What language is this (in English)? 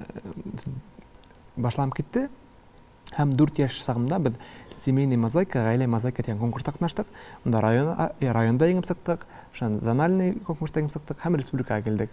Tatar